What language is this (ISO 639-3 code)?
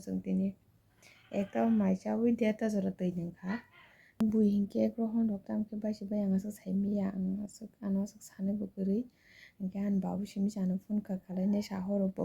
trp